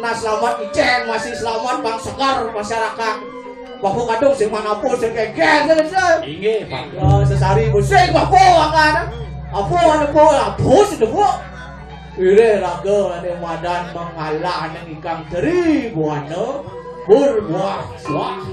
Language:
Balinese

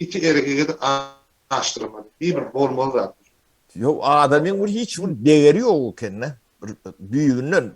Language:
Turkmen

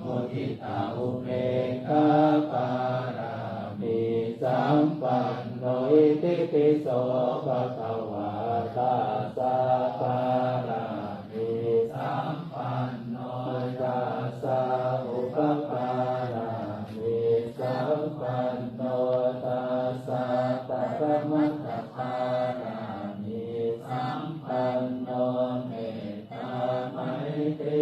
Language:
Pali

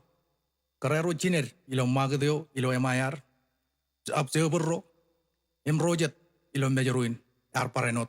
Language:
Marshallese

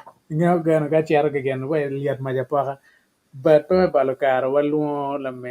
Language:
Acoli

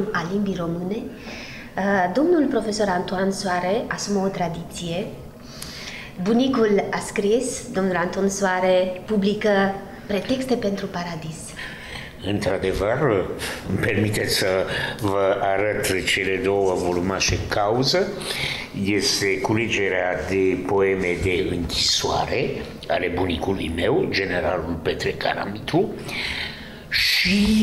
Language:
Romanian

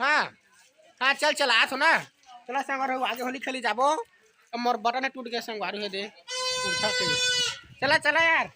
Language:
Chhattisgarhi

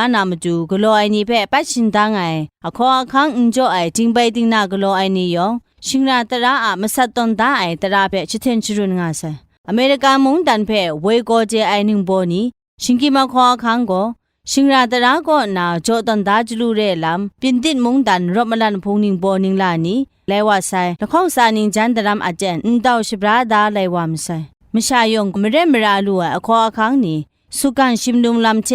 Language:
Kachin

